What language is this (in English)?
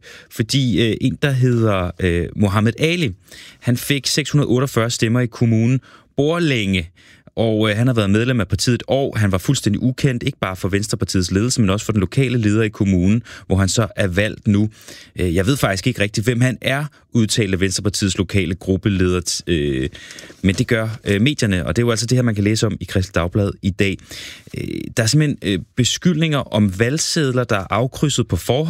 Danish